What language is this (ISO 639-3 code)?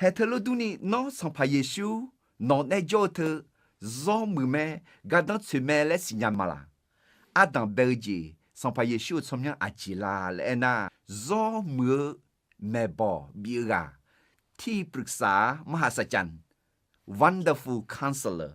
ahk